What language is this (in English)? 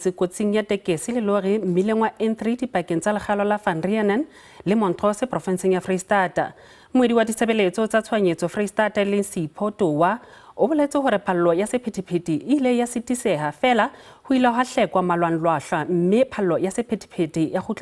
Southern Sotho